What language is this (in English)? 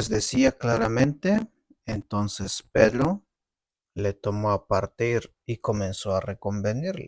Tzeltal